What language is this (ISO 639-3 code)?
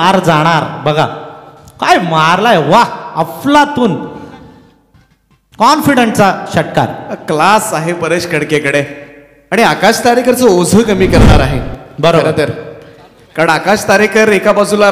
mar